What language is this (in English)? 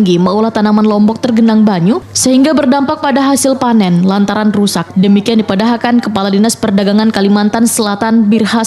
Banjar